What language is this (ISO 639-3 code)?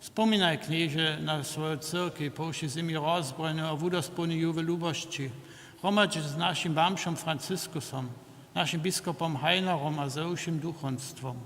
hsb